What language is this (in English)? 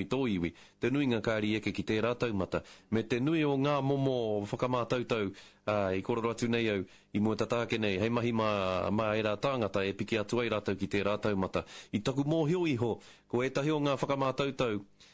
Māori